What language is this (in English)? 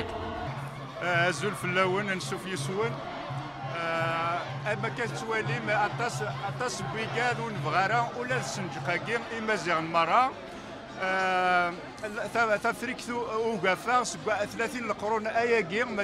Kabyle